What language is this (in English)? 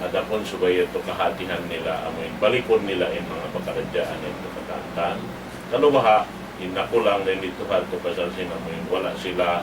Tausug